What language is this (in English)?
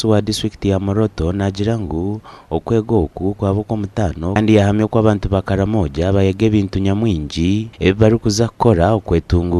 Nyankole